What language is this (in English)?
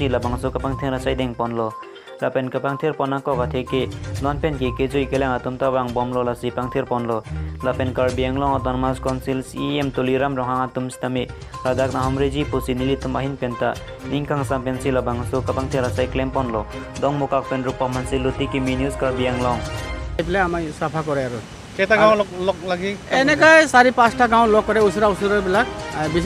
Karbi